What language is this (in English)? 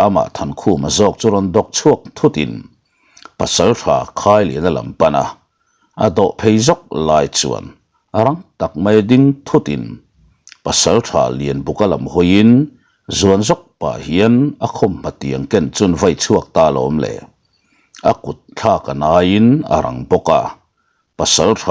Mizo